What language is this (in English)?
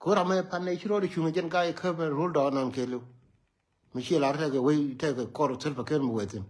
Nuer